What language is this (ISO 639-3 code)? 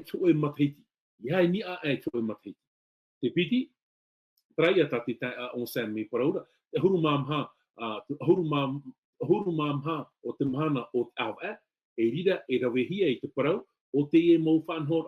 tah